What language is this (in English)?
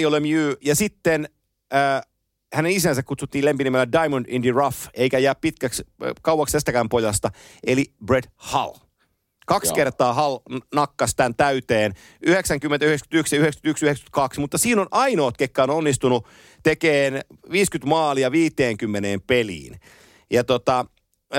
Finnish